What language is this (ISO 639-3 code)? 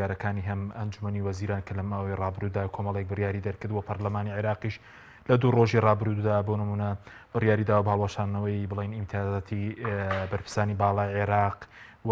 ckb